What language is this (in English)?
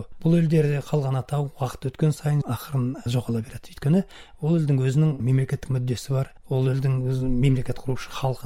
Kazakh